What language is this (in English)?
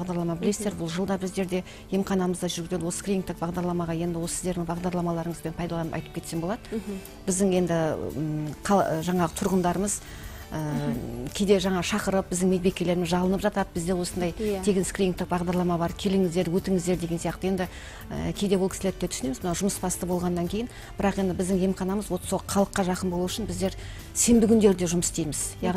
Kazakh